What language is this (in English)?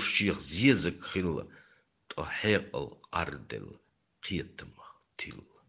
Chechen